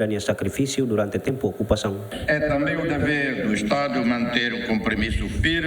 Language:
Tetum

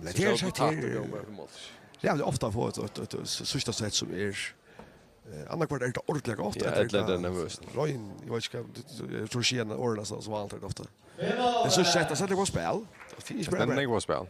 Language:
Faroese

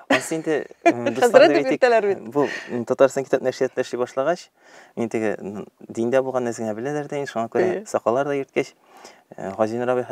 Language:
Tatar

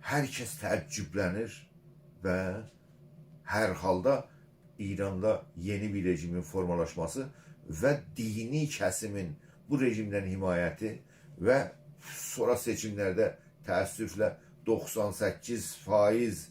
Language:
South Azerbaijani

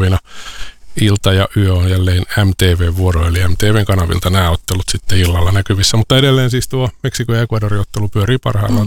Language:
Finnish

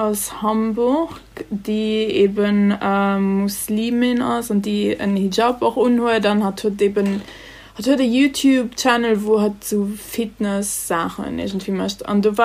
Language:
Luxembourgish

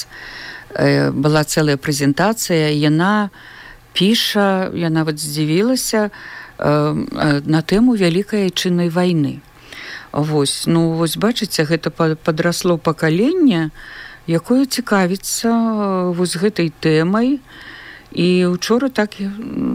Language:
Belarusian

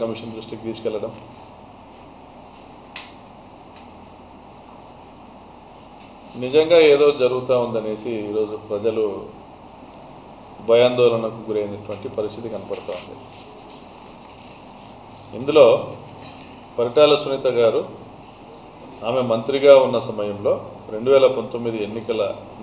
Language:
Telugu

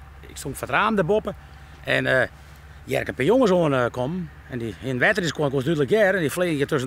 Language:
Western Frisian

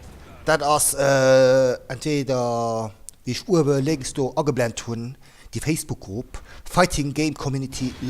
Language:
Luxembourgish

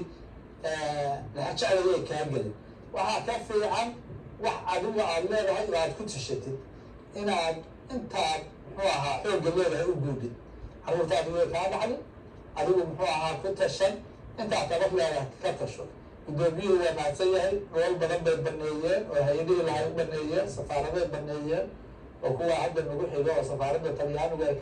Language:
Somali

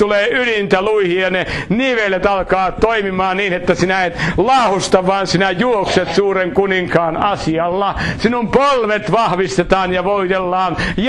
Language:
Finnish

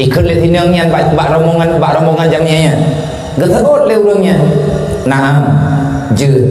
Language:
Achinese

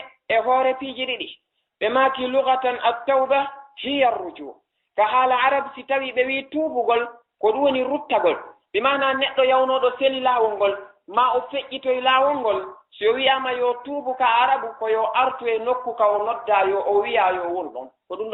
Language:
Fula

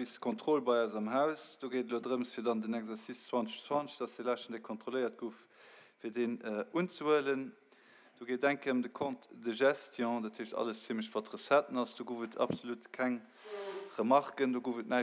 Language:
Luxembourgish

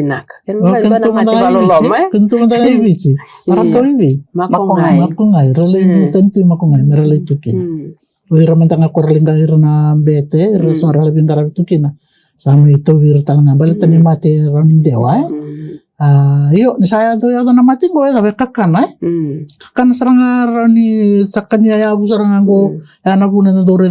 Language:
Fijian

